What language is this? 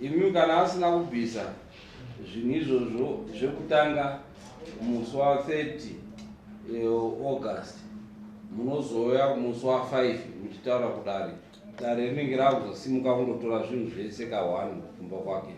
Shona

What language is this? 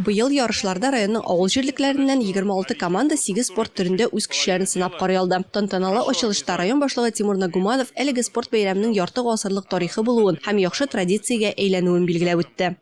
Tatar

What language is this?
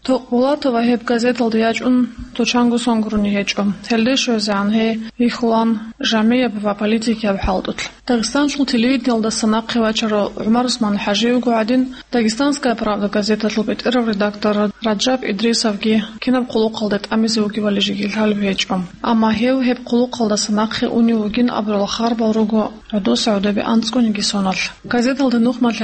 Avaric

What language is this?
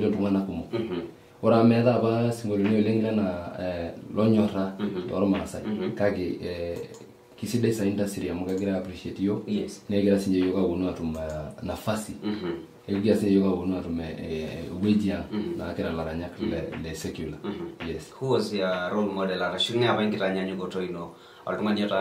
Masai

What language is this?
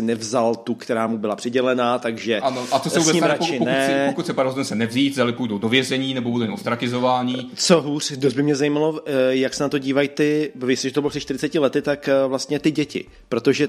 Czech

